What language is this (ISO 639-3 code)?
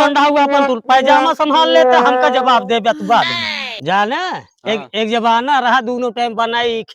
awa